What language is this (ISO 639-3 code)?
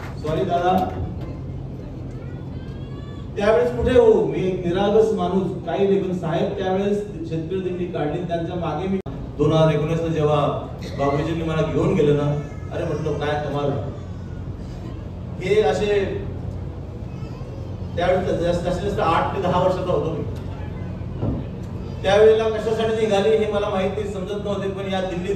mar